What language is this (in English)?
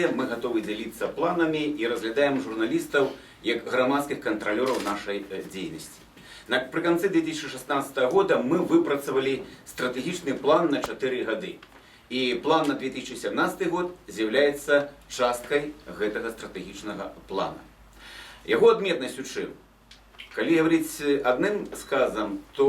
Belarusian